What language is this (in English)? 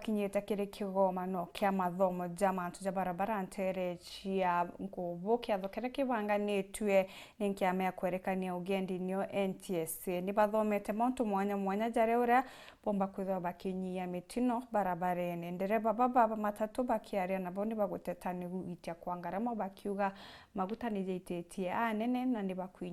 Meru